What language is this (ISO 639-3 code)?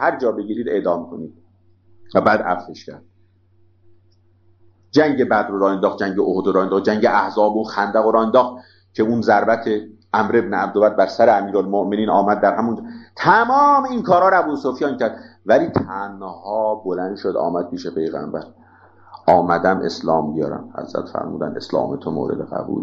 fas